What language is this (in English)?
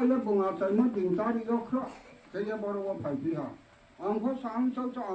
Riang (India)